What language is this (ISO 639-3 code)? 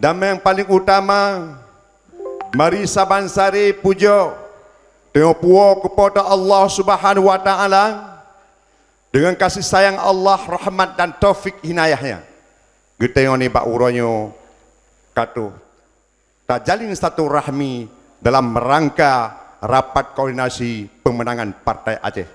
ace